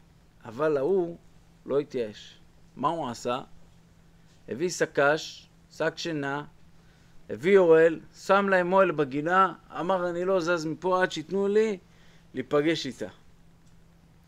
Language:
Hebrew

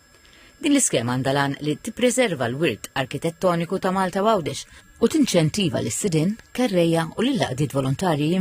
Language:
Maltese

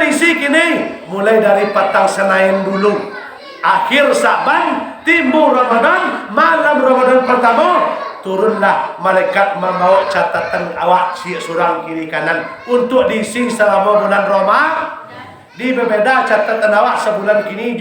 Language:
Minangkabau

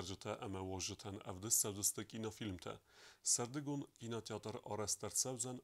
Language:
Ossetic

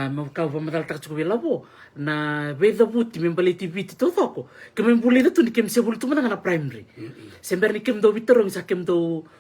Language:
Fijian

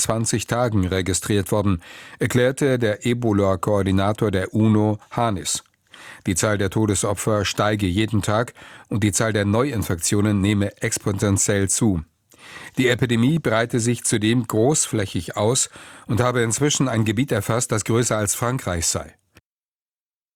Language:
German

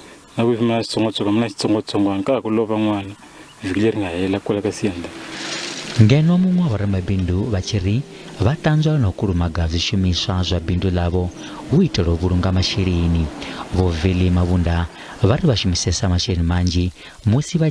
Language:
Venda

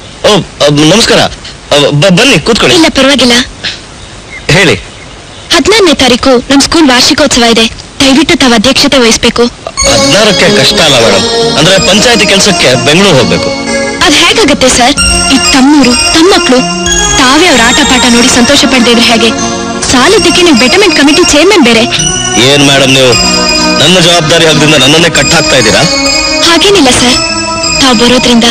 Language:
Kannada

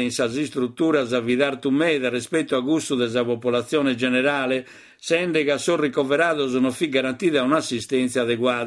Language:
Sardinian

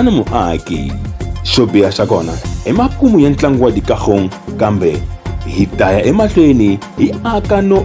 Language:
Tsonga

